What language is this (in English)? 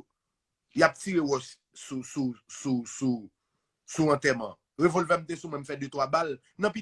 Haitian Creole